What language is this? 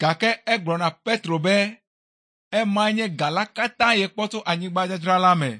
Ewe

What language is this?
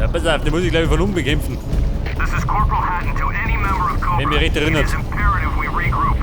Bavarian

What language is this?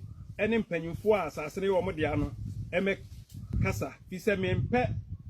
Akan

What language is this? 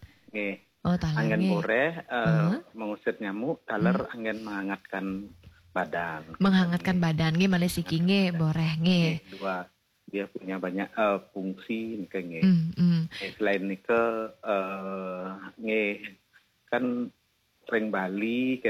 Balinese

